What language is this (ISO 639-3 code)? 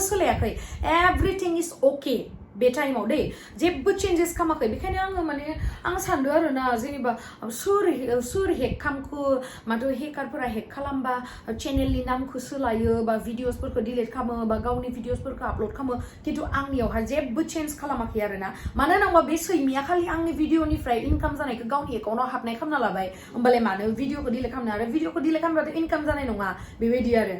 brx